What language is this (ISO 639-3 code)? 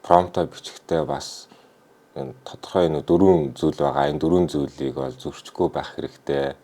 mon